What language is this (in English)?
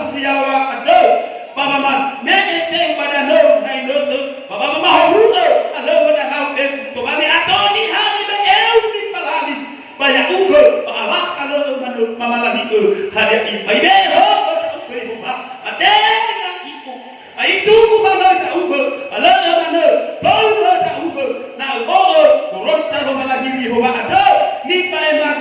Nias